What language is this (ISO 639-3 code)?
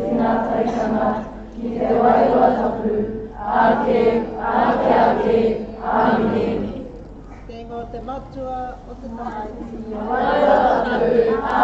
mri